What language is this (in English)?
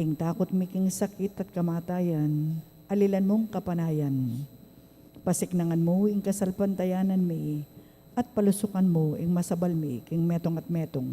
Pampanga